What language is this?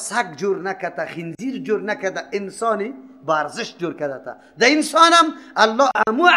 Persian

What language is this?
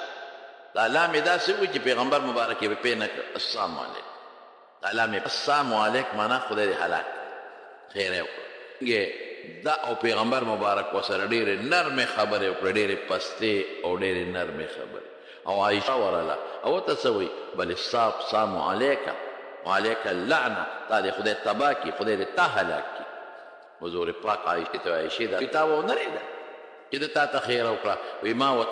Pashto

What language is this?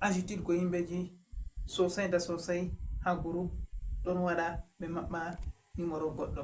Fula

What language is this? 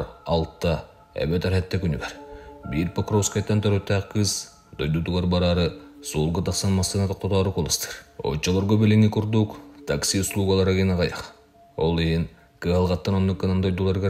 Yakut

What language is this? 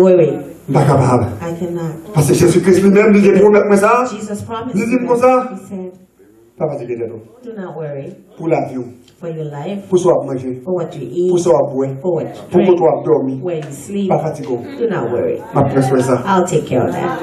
Haitian Creole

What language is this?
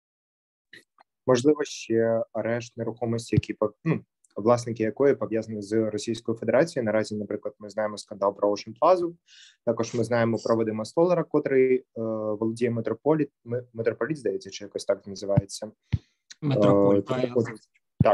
Ukrainian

